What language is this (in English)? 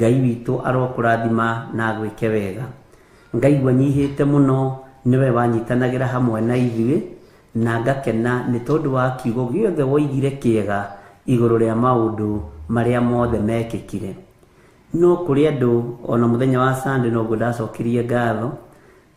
Kikuyu